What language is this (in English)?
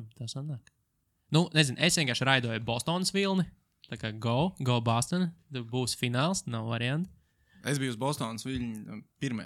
Latvian